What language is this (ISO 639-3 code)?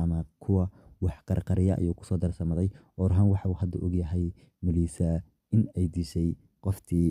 som